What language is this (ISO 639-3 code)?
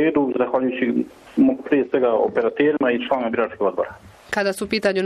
hrv